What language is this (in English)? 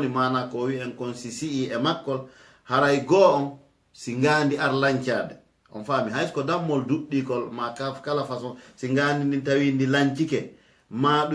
Fula